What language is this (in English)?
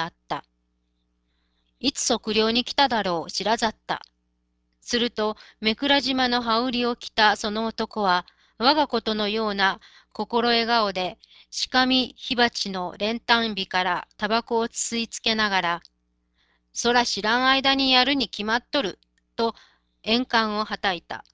Japanese